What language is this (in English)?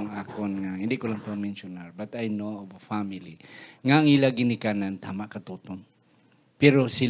Hiligaynon